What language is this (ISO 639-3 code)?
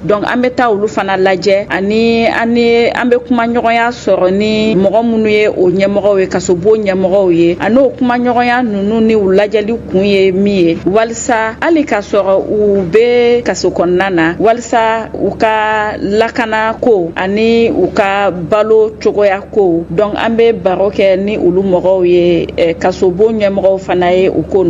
bam